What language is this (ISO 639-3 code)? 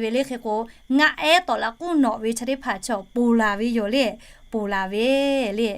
lhu